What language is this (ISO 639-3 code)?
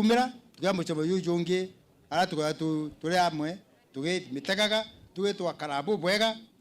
mer